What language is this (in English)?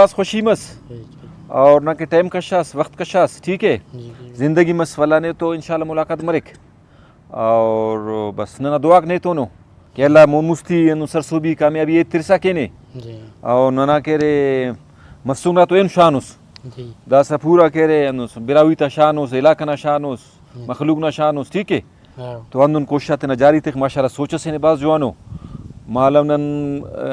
Brahui